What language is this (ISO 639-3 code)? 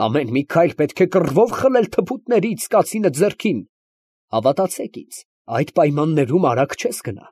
hye